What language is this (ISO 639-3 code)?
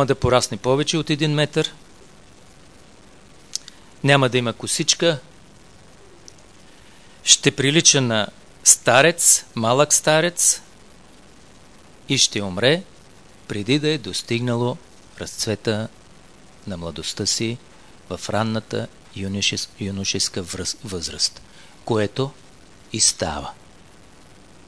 bul